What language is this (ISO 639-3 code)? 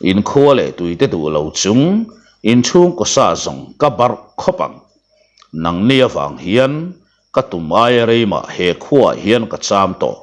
lus